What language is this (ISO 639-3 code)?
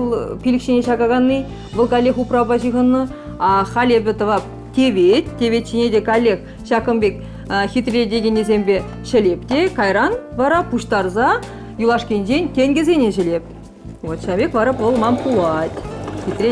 chv